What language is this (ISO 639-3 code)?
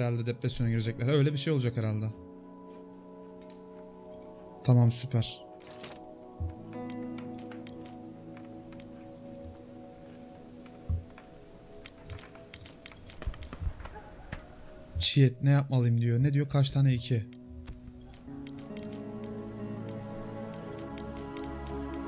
tur